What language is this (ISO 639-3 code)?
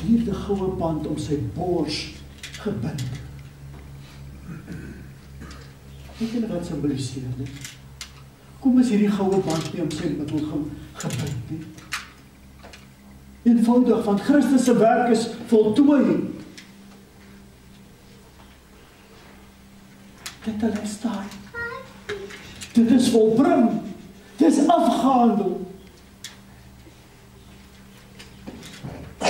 afr